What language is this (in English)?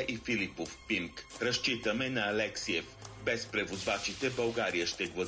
Bulgarian